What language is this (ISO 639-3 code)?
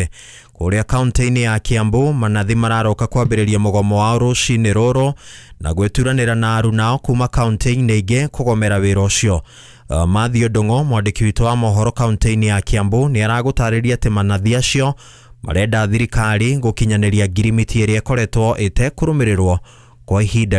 kik